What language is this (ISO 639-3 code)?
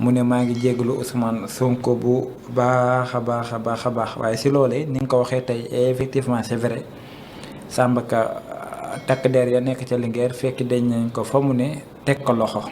wol